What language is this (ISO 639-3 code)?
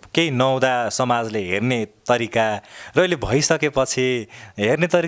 nep